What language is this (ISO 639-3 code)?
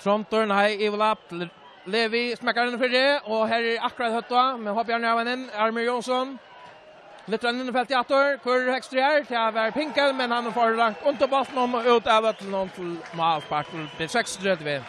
fao